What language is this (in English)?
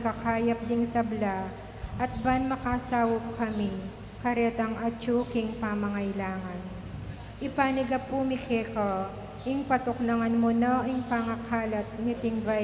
Pampanga